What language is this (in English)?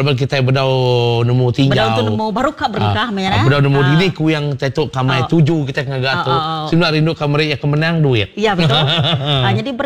Iban